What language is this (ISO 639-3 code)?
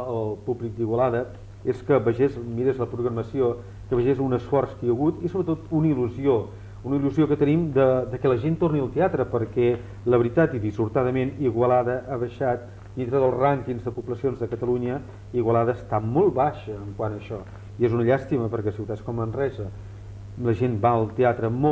cat